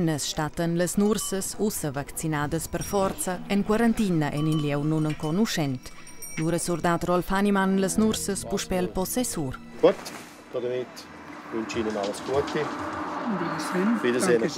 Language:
Romansh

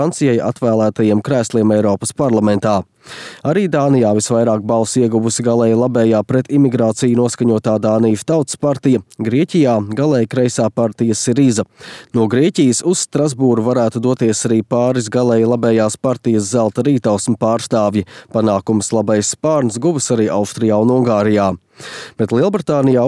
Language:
Latvian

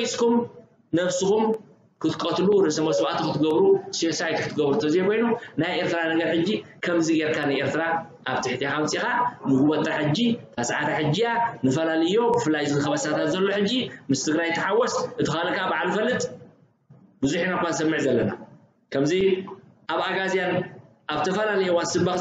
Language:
Tigrinya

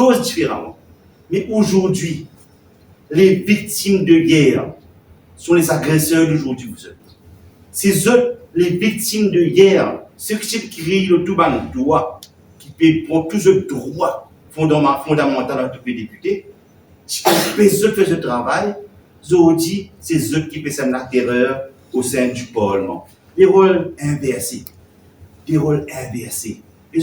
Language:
Morisyen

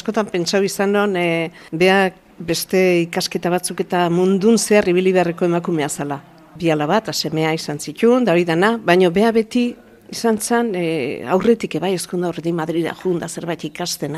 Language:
Basque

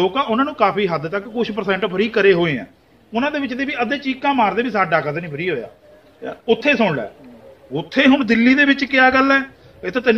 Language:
Punjabi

